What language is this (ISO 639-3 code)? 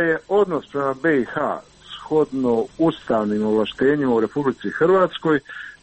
hrv